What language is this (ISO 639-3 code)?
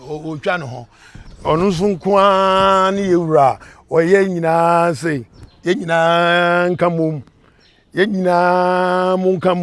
aka